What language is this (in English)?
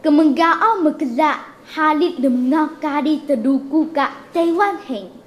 Taroko